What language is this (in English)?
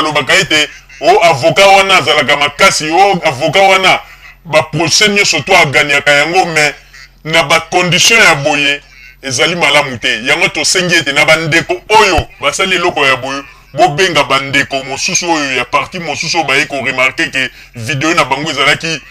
Lingala